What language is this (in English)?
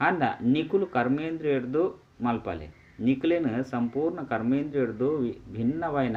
Tulu